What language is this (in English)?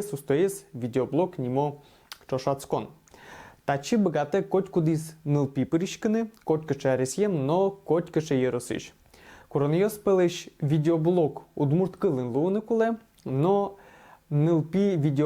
Udmurt